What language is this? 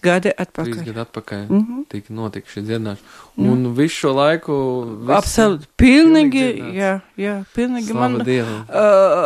Latvian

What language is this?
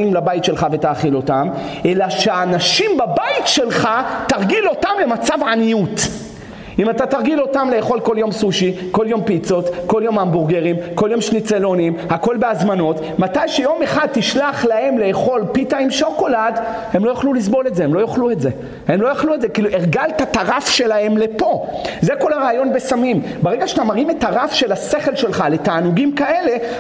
Hebrew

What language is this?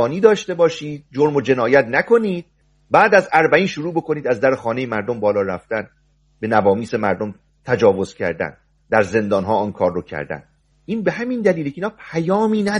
Persian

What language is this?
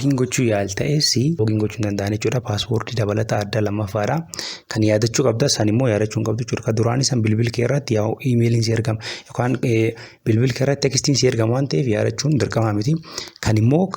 Oromo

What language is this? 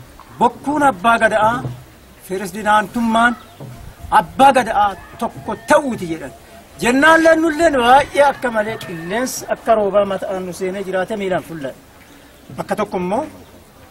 Oromo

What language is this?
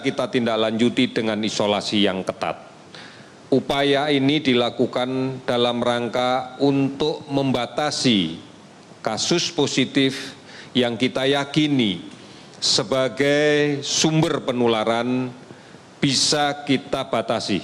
Indonesian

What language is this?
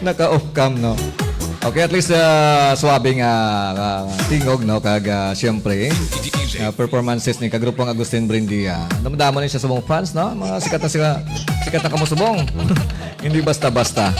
Hiligaynon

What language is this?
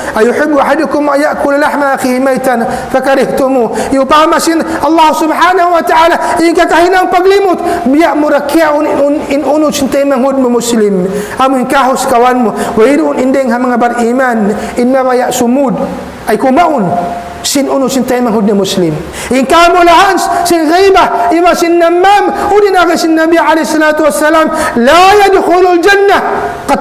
Tausug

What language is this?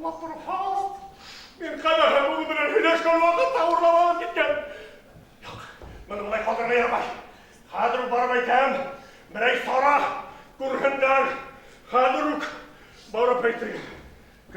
Bashkir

